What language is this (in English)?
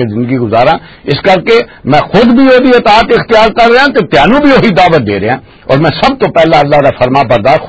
Western Panjabi